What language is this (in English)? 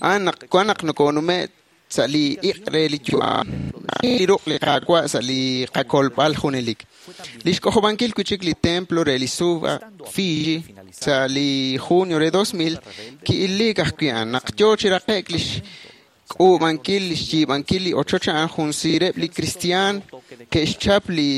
Kekchí